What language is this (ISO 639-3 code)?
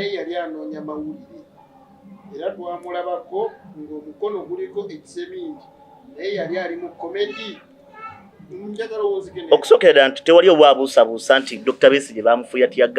lug